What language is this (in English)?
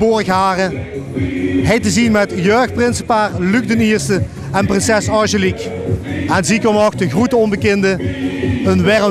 Limburgish